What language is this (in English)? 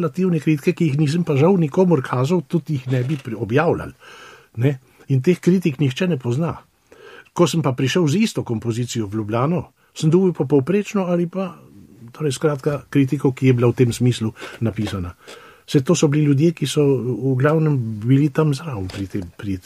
Slovenian